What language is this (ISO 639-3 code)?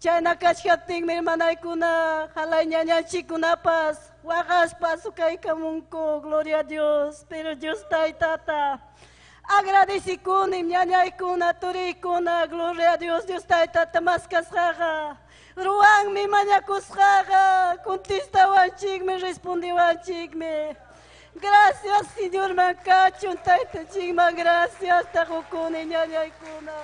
quy